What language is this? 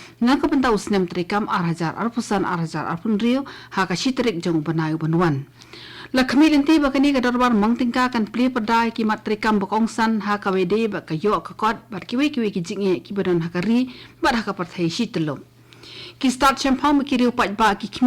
Khasi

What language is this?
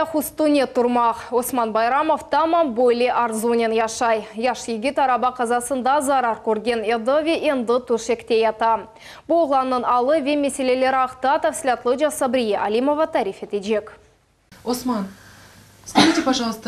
Crimean Tatar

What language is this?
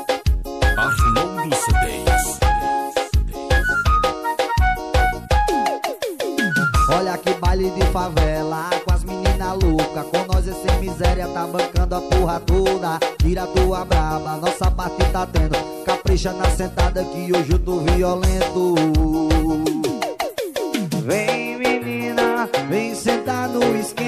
Portuguese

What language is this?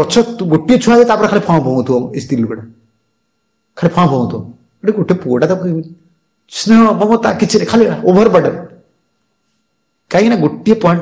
Odia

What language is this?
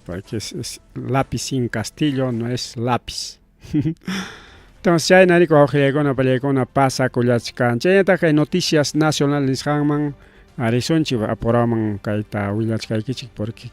Ayacucho Quechua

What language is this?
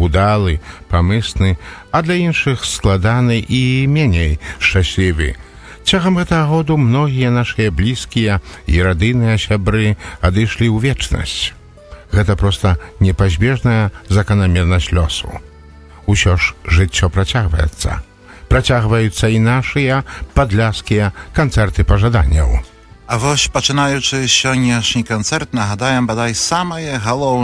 Belarusian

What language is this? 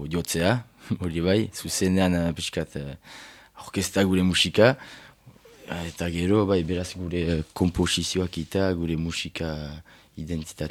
Basque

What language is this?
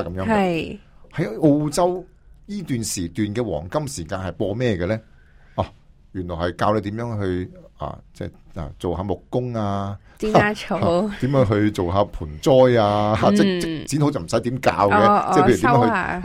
Cantonese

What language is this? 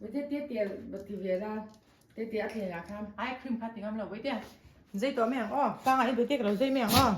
Mizo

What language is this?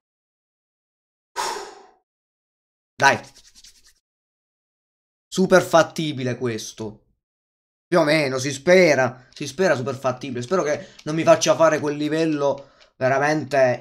Italian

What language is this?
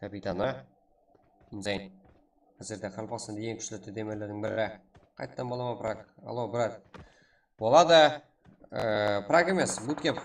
Kara-Kalpak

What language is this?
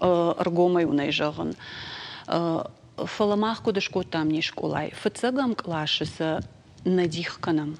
Ossetic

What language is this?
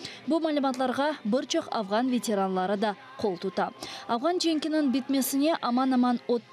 Crimean Tatar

